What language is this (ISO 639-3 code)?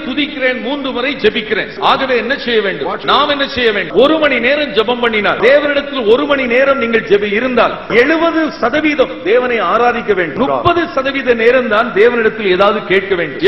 tam